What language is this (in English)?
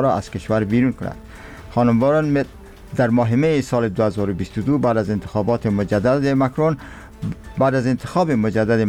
Persian